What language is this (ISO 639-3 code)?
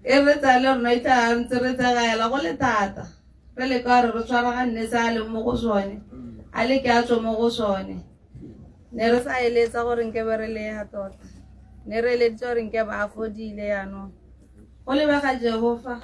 tsn